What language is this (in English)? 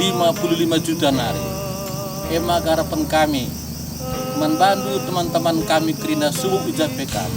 Batak Karo